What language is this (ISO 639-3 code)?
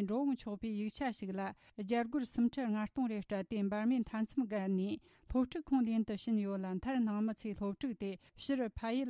bod